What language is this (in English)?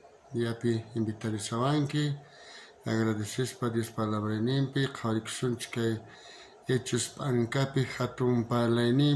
South Bolivian Quechua